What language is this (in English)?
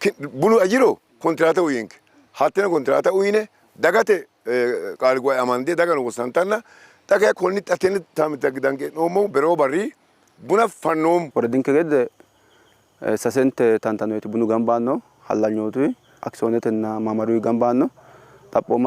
Sidamo